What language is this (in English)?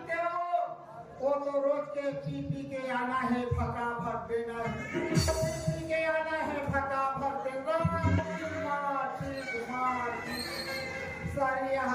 Chhattisgarhi